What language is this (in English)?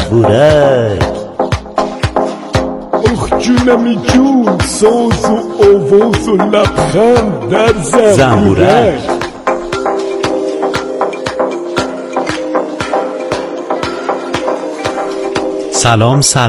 Persian